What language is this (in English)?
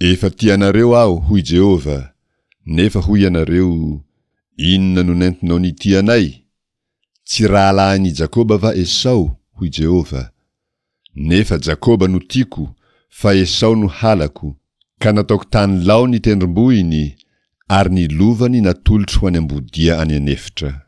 Malagasy